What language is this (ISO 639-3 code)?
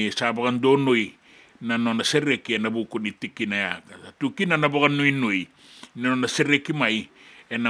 fij